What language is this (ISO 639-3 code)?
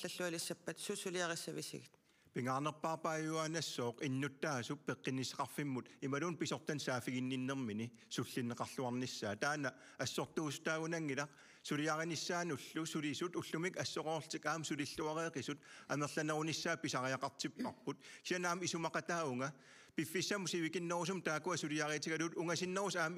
kal